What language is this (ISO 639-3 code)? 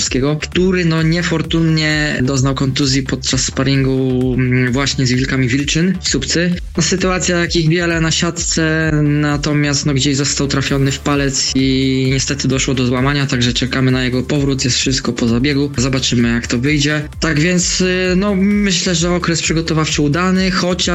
pol